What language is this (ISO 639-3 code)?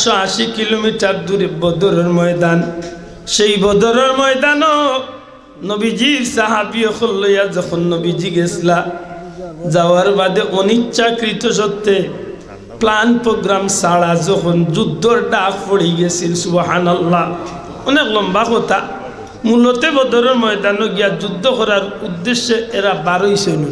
syl